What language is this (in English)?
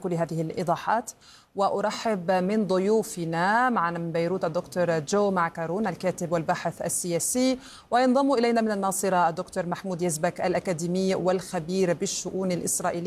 Arabic